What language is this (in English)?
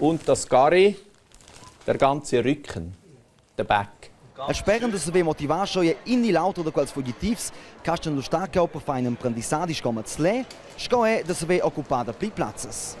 Romansh